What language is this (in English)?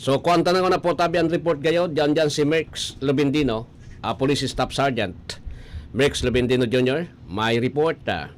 Bikol